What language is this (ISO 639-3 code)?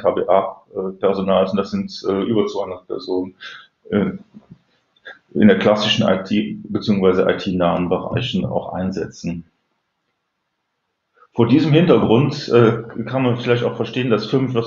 deu